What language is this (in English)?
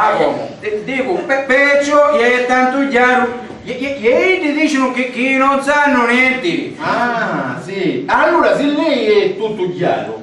Sicilian